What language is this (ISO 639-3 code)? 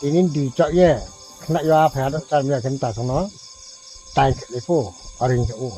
ria